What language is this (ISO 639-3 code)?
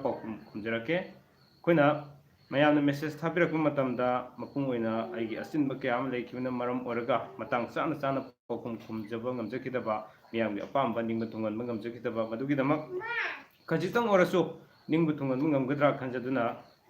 mni